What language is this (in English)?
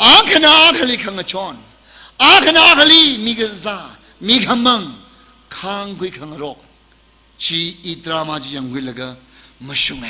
Tangkhul Naga (India)